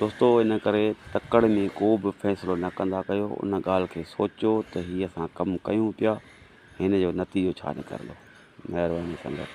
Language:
Sindhi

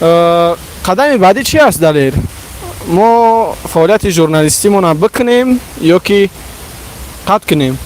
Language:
Tajik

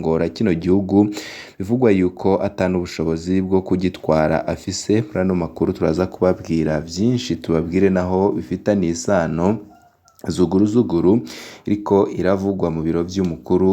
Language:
Rundi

